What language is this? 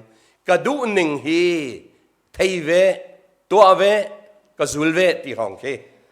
Hakha Chin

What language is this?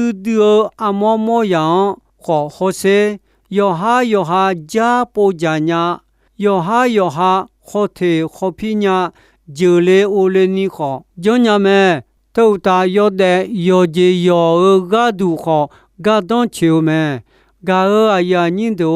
Akha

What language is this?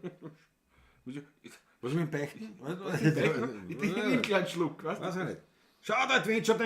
Bavarian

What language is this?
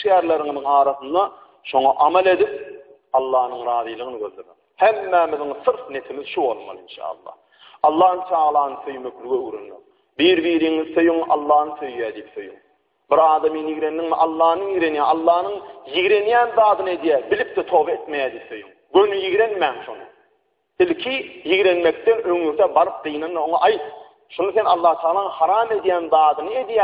Turkmen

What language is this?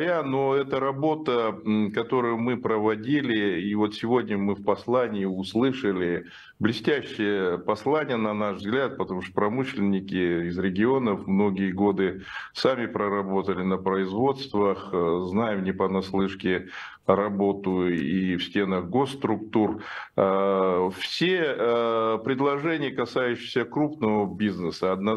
Russian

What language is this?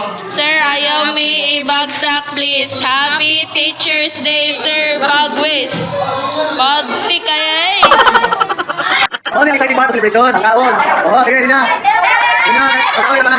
Cebuano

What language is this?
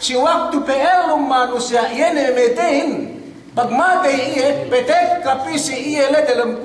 Yakan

